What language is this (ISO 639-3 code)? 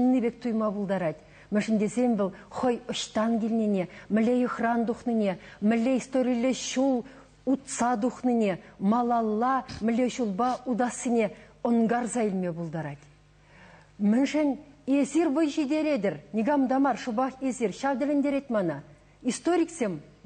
chv